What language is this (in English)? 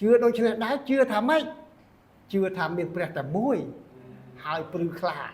Khmer